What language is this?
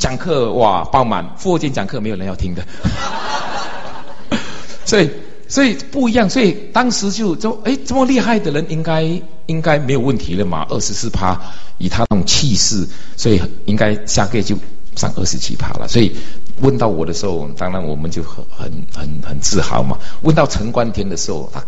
Chinese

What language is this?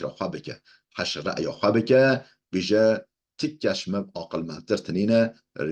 Kurdish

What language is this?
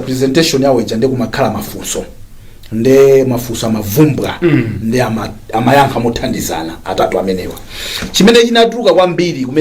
Nyanja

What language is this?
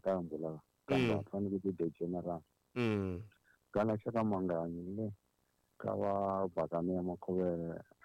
Tsonga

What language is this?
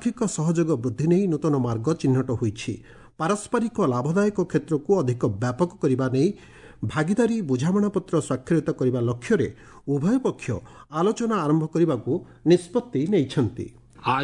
Odia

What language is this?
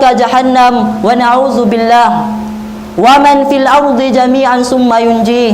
Tausug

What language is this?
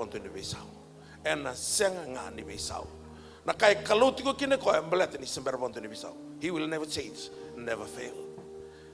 Fijian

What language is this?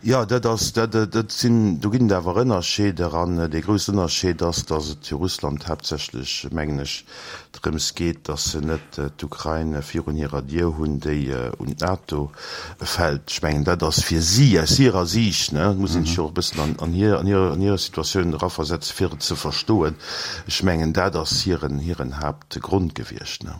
Luxembourgish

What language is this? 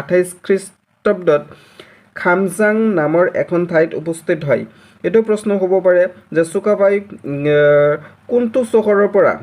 Assamese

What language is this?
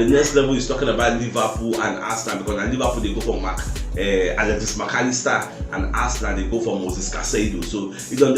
Nigerian Pidgin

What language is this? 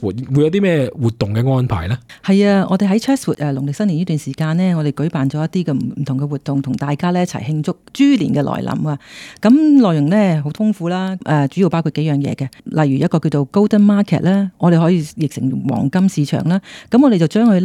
Cantonese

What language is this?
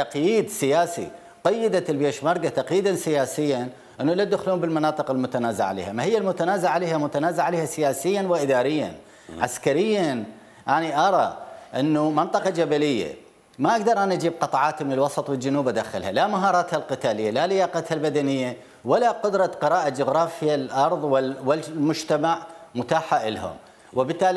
Mesopotamian Arabic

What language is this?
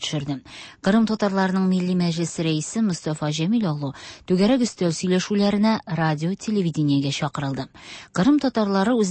Tatar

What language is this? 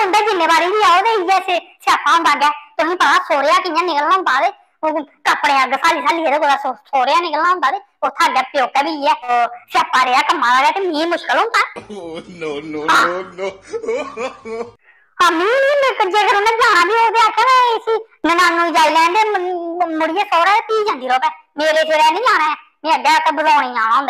Dogri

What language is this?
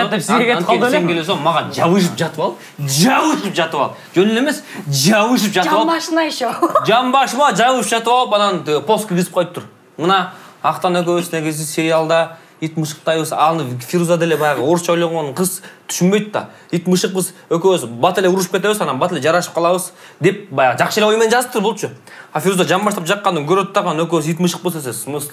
Kyrgyz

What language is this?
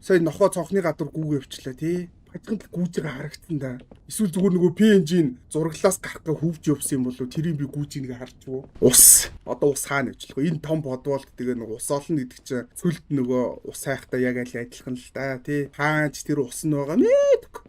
Mongolian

